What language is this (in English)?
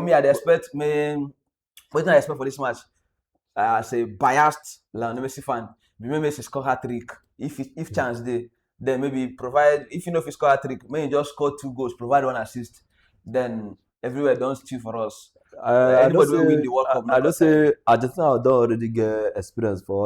Nigerian Pidgin